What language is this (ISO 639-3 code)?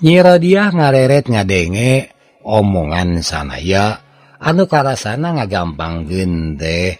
sun